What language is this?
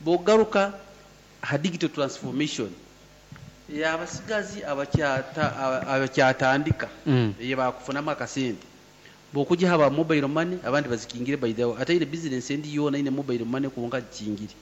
Nyoro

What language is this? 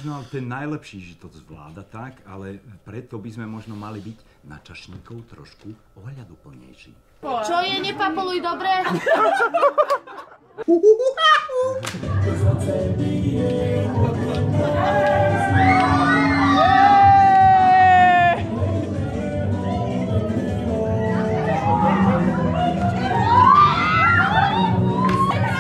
Slovak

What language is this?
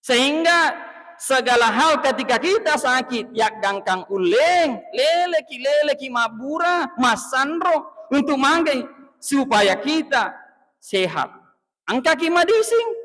Buginese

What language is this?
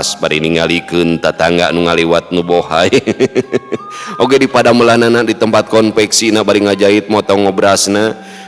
Sundanese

